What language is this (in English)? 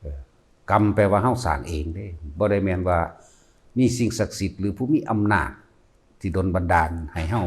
Northeastern Thai